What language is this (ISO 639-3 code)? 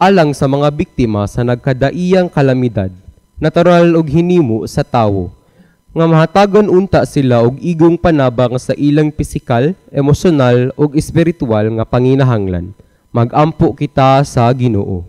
ceb